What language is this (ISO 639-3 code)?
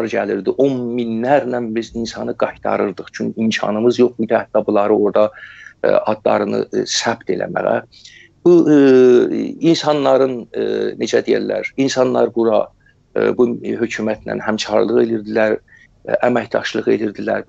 azb